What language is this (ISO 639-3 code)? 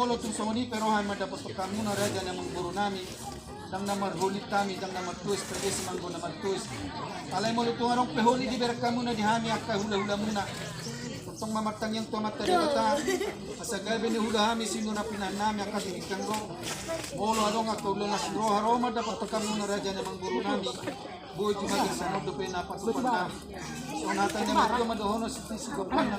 bbc